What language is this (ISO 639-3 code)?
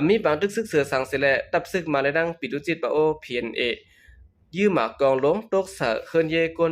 shn